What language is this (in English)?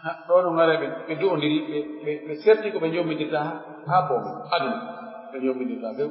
Pular